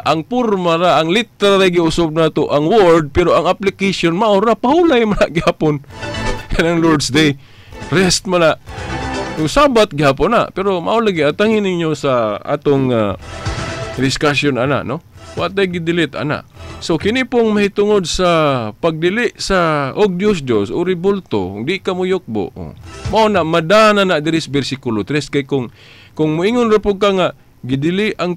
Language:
Cebuano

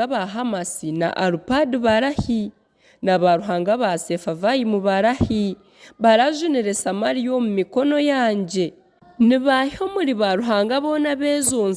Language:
Nyankole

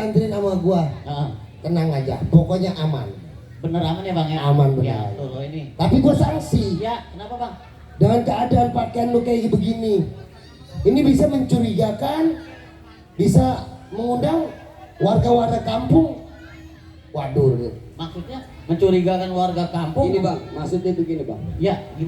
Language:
Betawi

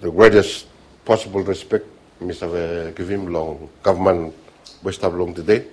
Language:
Bislama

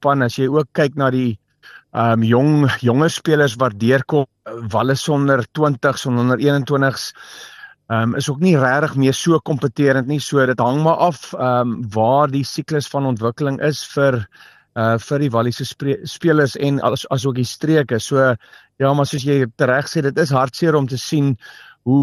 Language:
Afrikaans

